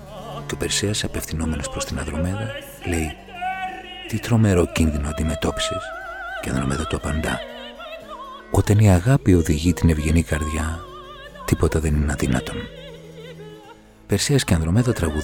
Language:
Greek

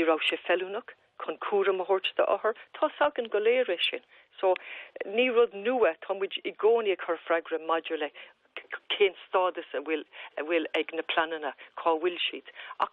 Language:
Irish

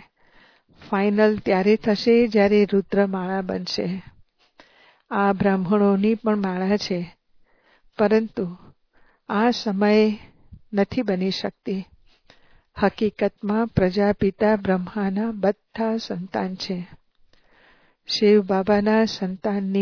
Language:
Gujarati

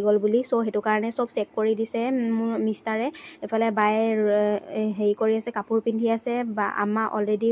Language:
Assamese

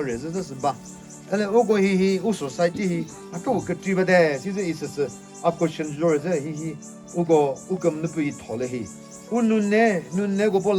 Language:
Chokri Naga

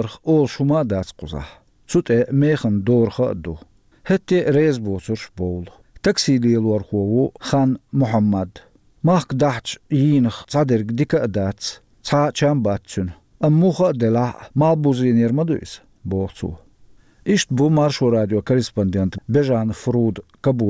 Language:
Chechen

